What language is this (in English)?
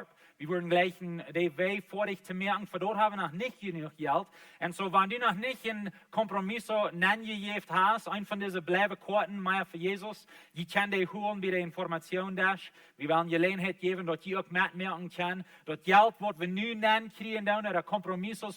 Plautdietsch